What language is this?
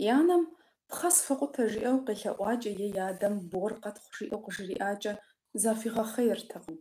Kabardian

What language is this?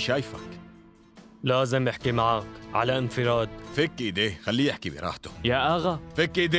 North Levantine Arabic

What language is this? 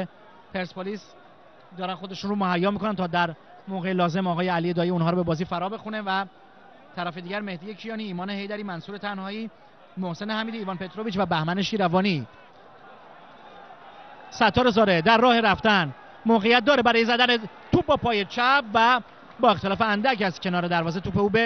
Persian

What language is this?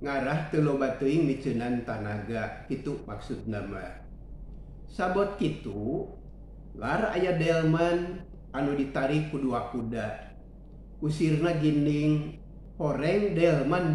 Sundanese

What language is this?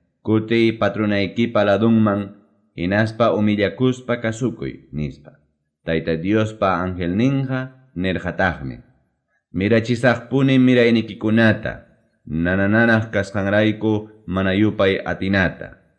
Ayacucho Quechua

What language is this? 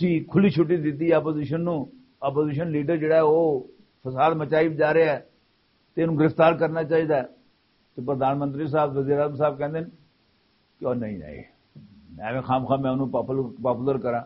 Western Panjabi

